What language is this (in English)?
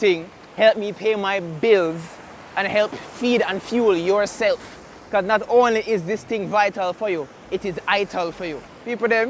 Jamaican Creole English